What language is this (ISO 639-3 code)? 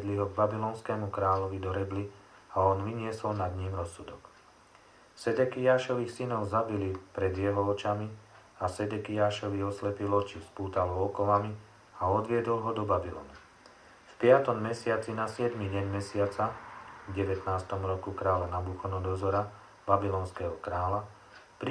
slk